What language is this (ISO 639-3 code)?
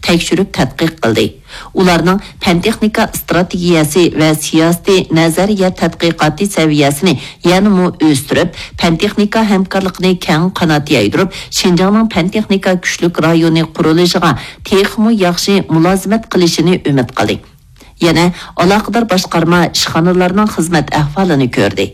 uig